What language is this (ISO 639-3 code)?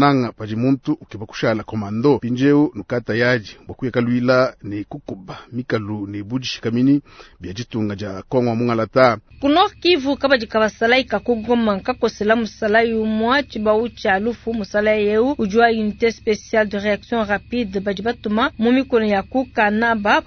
lua